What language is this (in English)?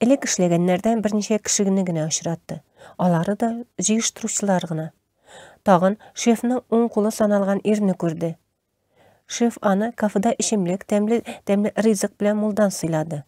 Tatar